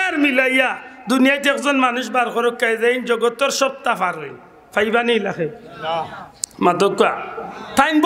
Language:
Sylheti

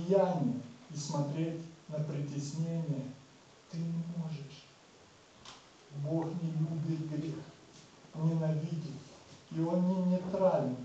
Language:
Russian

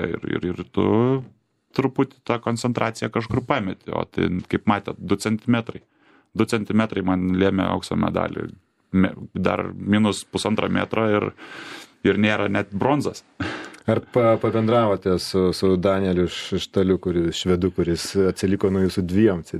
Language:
Lithuanian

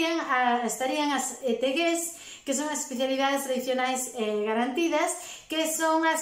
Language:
Galician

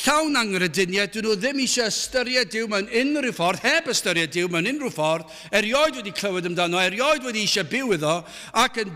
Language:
Welsh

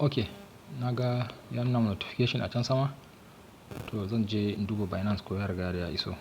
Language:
Hausa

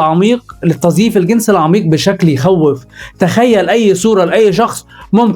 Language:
Egyptian Arabic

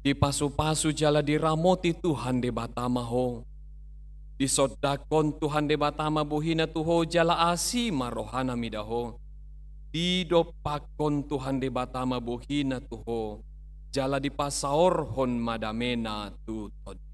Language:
Batak Toba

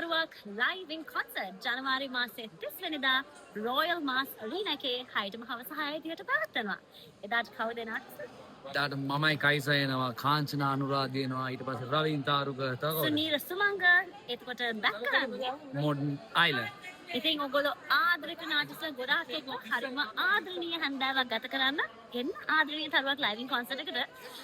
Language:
Sinhala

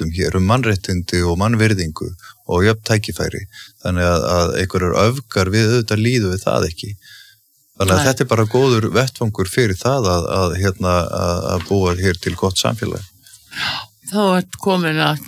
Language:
Icelandic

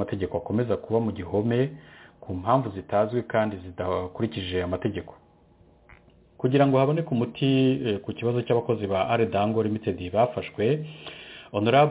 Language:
Kinyarwanda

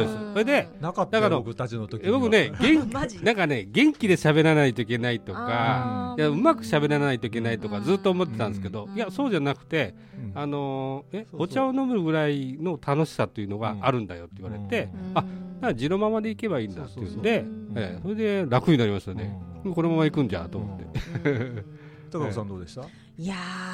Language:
Japanese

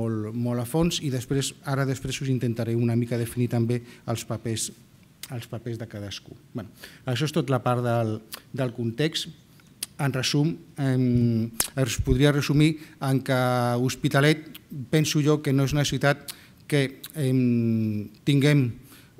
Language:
Catalan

